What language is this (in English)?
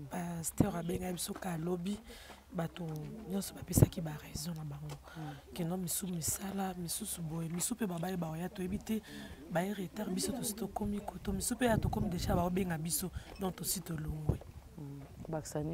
Lingala